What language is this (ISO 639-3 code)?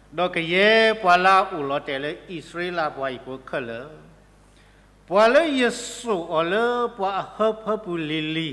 ksw